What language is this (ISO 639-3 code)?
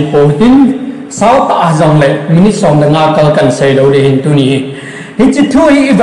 tcz